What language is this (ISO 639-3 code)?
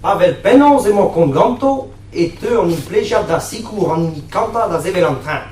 bre